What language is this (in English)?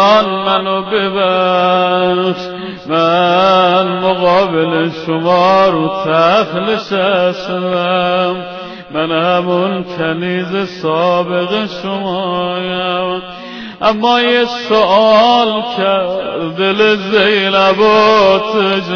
Persian